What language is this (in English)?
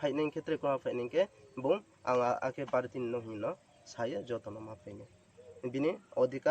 Riang (India)